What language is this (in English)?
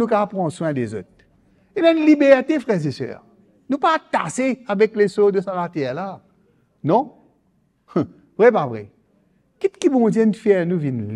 Morisyen